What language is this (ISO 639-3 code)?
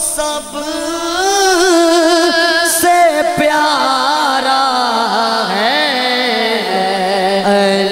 urd